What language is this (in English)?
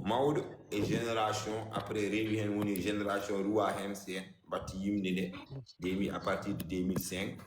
Fula